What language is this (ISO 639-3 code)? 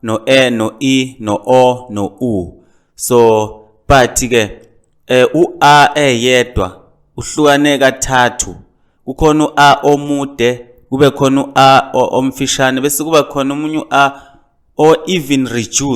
zul